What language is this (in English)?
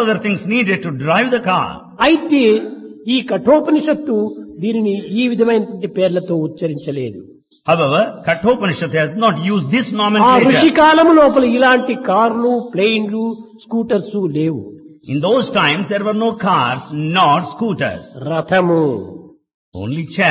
Telugu